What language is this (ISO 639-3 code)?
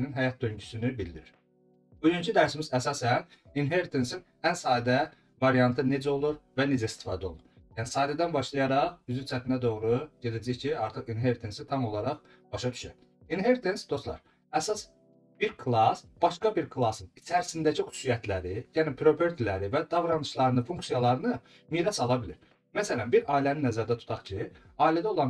aze